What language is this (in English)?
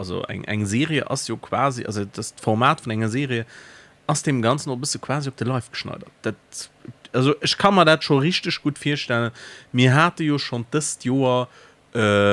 Luxembourgish